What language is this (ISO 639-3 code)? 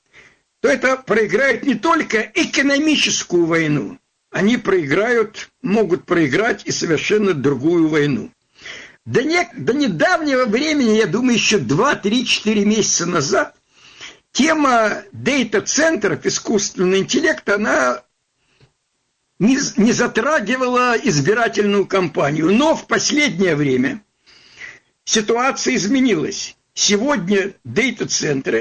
rus